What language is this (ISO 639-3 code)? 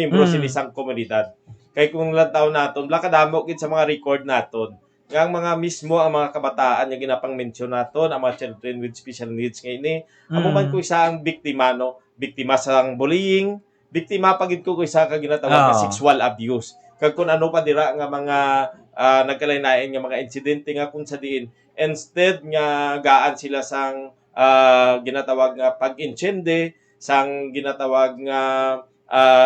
hil